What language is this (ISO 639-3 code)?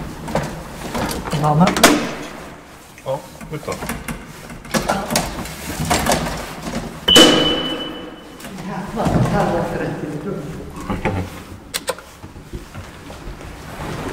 swe